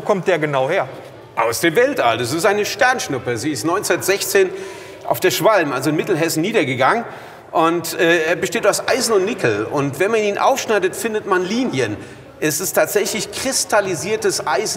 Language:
German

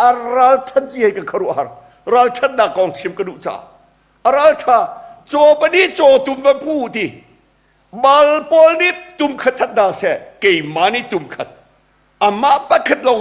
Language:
Hakha Chin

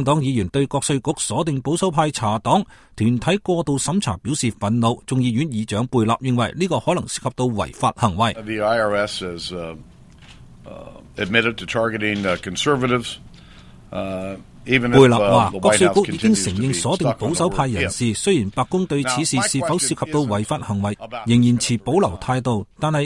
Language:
Cantonese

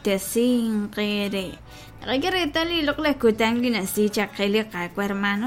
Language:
Kekchí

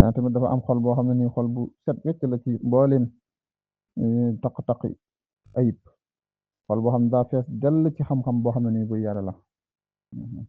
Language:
Wolof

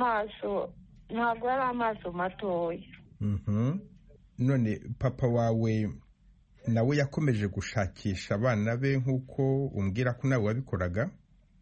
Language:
Kinyarwanda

